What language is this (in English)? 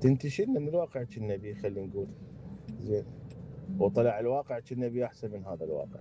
Mesopotamian Arabic